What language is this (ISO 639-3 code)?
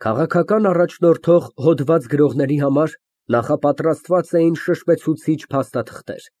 hye